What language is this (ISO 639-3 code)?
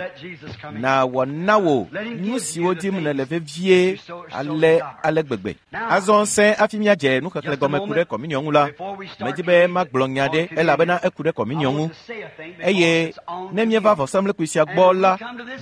ewe